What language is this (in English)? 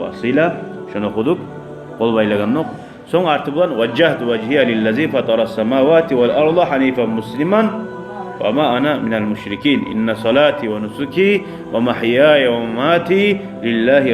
Kumyk